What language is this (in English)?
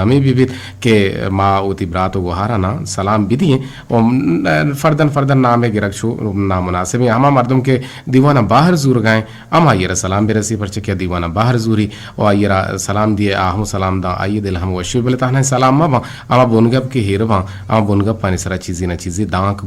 Eastern Balochi